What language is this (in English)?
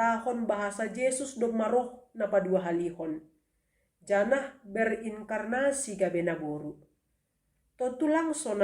Batak Simalungun